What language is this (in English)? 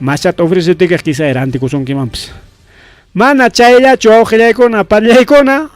Ayacucho Quechua